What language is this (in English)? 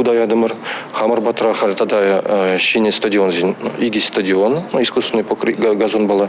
Chuvash